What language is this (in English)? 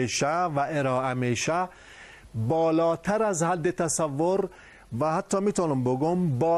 Persian